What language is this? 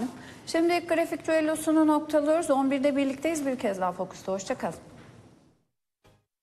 Turkish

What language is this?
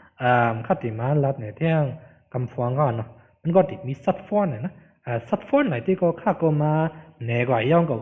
Shan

